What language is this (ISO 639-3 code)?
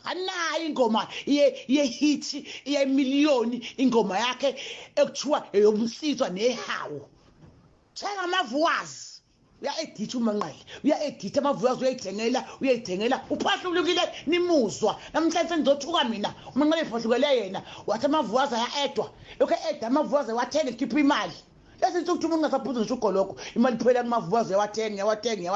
zul